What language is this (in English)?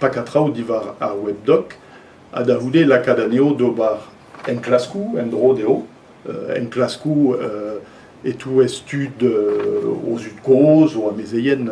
Breton